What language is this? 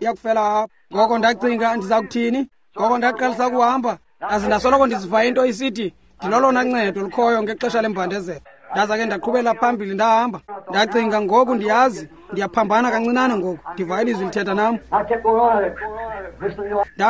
Xhosa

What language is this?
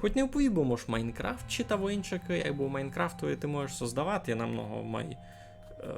Rusyn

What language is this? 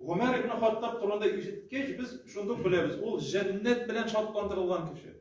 Tatar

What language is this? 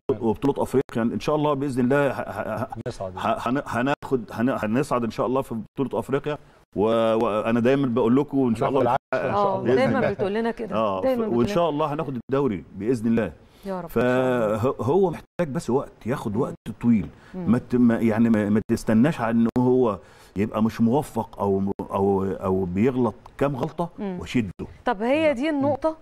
Egyptian Arabic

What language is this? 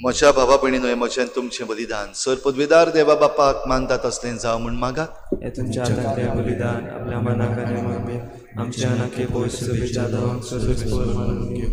Konkani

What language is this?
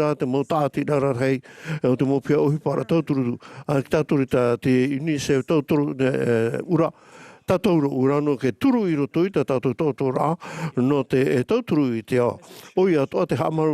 Tahitian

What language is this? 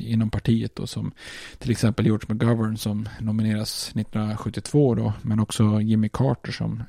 Swedish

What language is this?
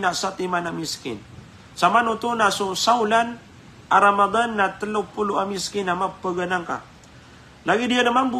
Maranao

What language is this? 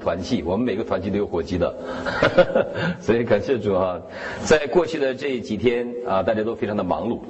Chinese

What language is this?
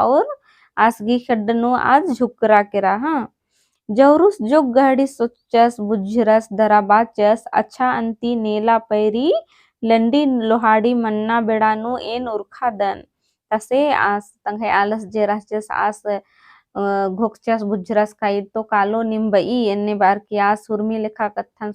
Kurukh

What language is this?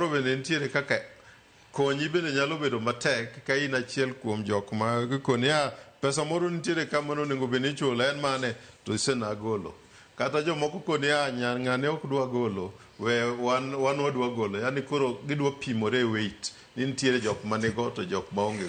Luo (Kenya and Tanzania)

